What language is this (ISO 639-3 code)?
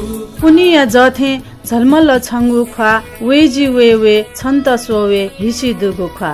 new